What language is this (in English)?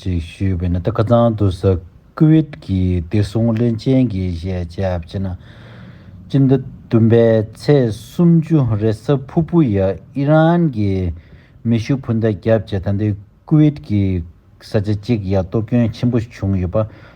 Tibetan